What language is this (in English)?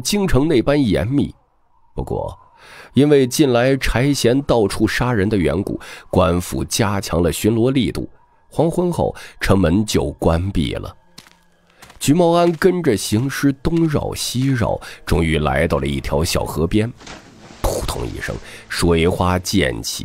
Chinese